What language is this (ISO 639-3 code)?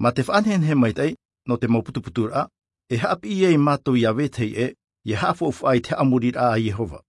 tah